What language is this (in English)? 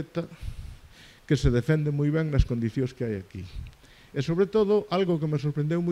Galician